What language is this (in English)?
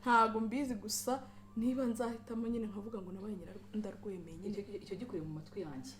Kinyarwanda